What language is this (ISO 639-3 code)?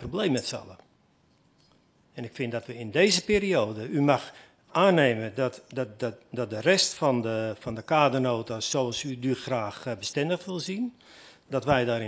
nld